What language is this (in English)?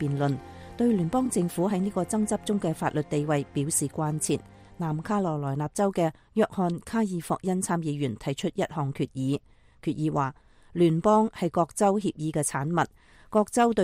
Cantonese